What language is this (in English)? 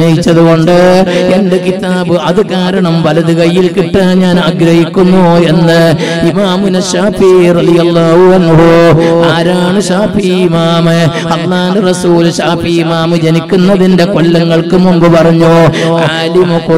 Malayalam